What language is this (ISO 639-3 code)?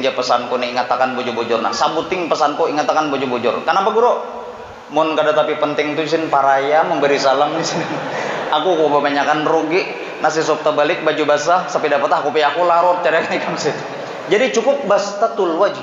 bjn